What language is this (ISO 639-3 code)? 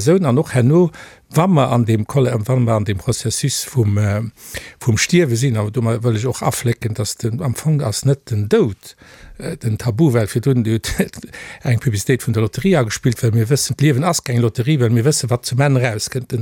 ltz